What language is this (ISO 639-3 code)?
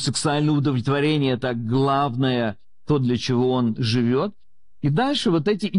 rus